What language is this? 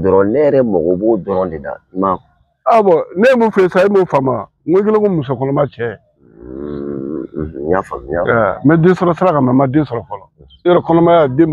Bambara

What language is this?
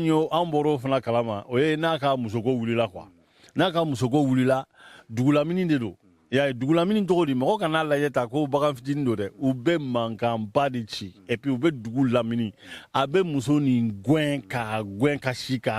Bambara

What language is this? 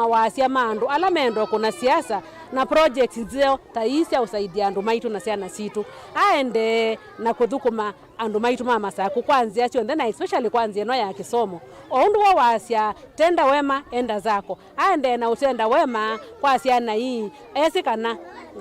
Kamba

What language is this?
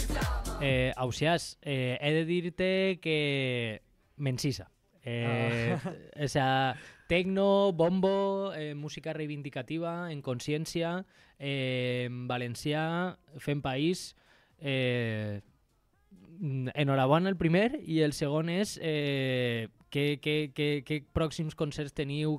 Catalan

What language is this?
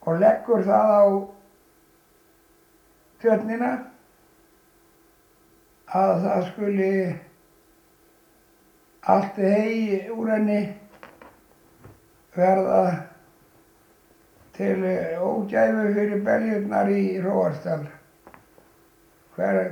Icelandic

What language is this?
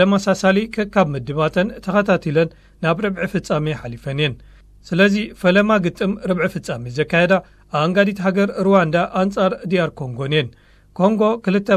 Tigrinya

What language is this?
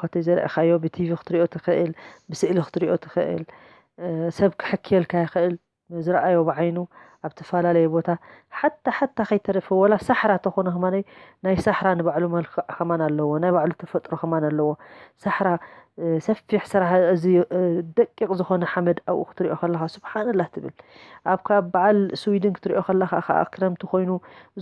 Tigrinya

